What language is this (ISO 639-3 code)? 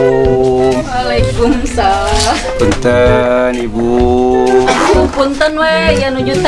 sun